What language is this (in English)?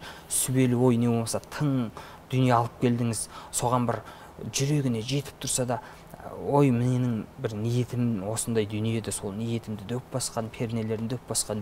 Kazakh